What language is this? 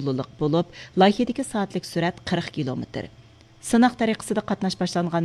Uyghur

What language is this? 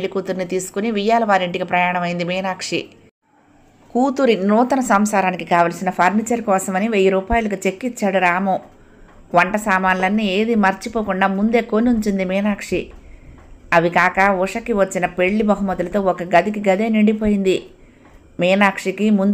Telugu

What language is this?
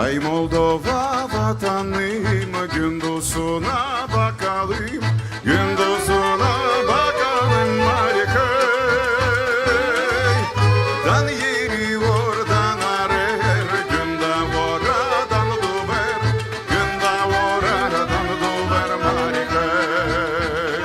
Gagauz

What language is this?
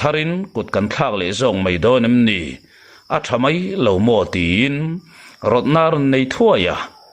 Mizo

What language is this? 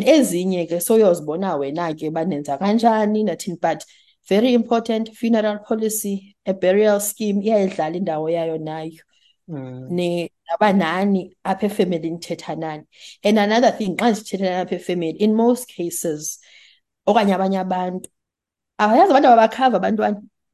Xhosa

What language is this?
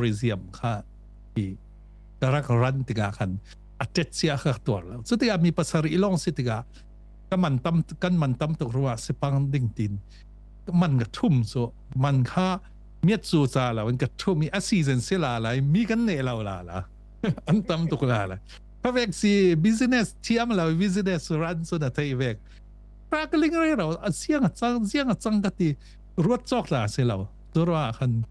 Falam Chin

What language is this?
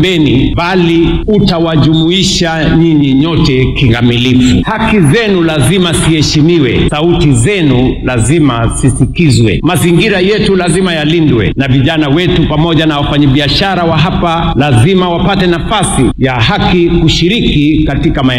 Swahili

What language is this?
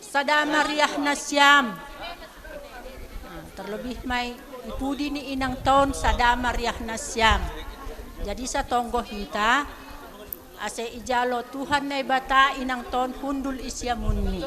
Batak Simalungun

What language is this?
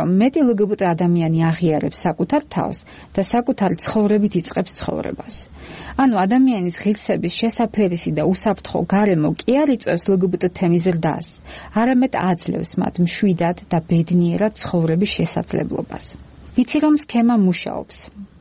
Georgian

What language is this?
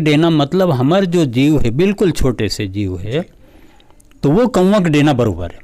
Chhattisgarhi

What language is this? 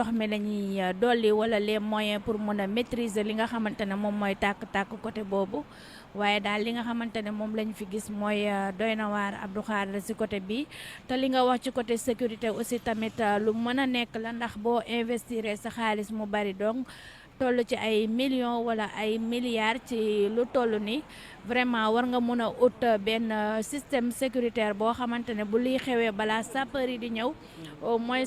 Wolof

